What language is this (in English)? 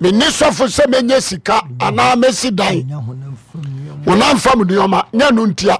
Akan